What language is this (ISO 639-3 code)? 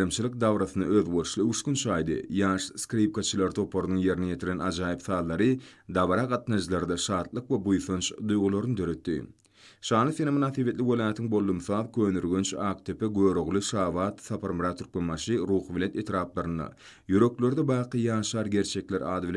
tuk